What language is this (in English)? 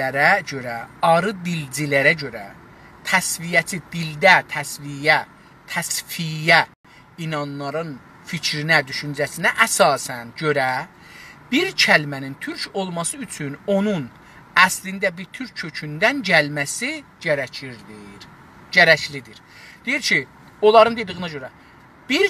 South Azerbaijani